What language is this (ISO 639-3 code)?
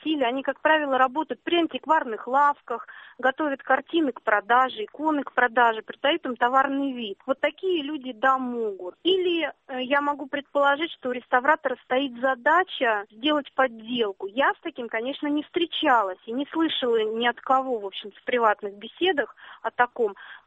rus